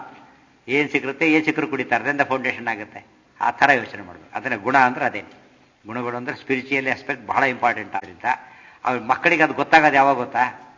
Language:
Kannada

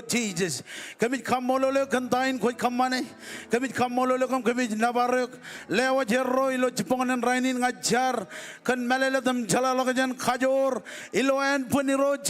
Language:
Marshallese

